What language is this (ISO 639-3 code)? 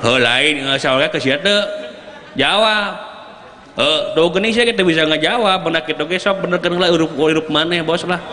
sun